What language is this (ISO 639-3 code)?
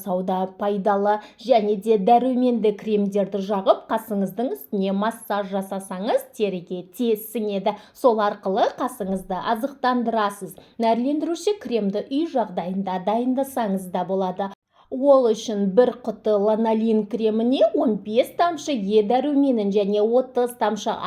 kaz